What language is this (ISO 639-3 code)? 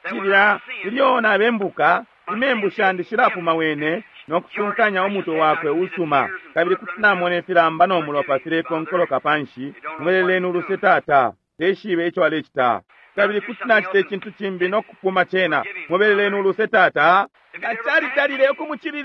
bem